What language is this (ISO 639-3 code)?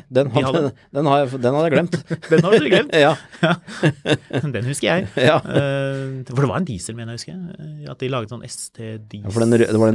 nor